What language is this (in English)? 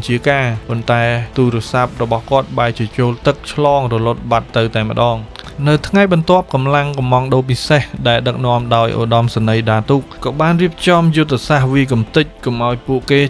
Khmer